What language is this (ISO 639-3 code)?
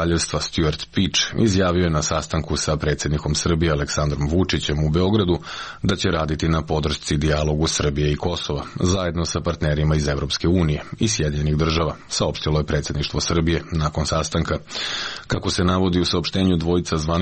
srp